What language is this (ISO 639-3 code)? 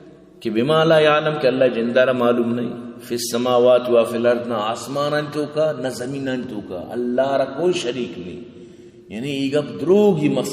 bal